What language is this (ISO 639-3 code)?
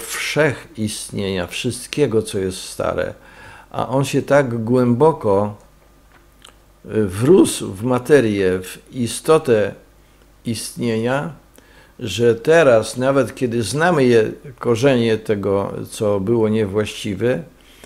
pol